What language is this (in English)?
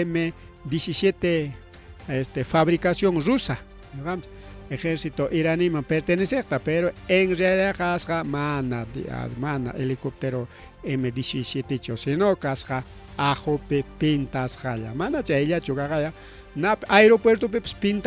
Ayacucho Quechua